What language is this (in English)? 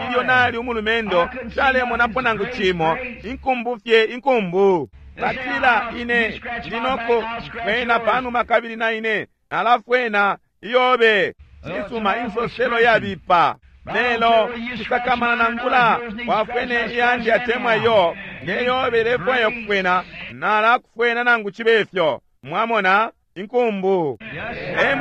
Bemba